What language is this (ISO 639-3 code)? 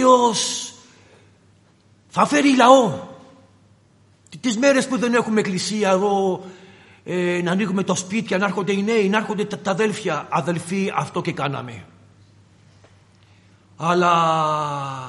ell